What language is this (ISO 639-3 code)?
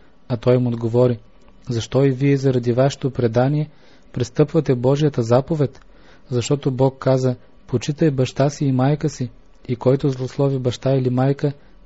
bul